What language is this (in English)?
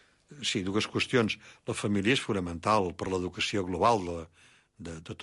Catalan